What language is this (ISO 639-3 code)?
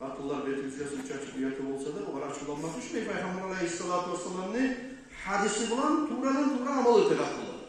kum